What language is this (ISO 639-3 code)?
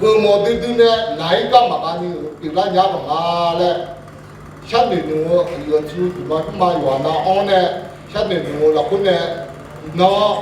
ahk